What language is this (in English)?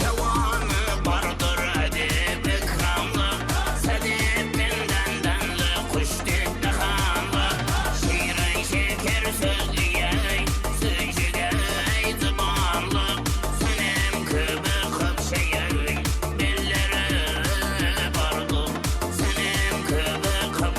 Kara-Kalpak